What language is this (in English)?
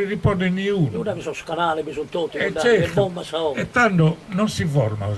Sardinian